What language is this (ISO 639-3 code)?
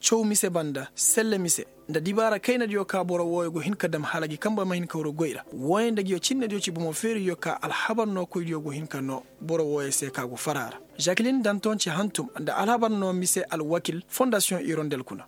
ses